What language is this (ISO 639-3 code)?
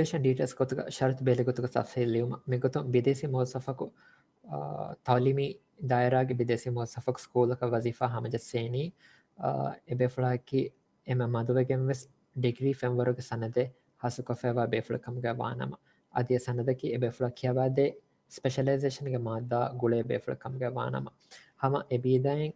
div